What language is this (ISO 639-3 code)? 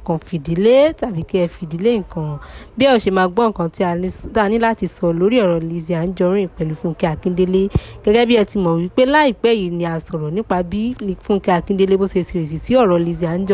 yor